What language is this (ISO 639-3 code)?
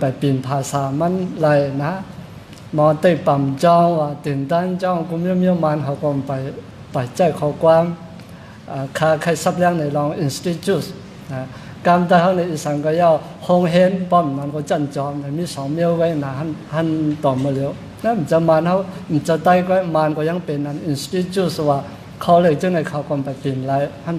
shn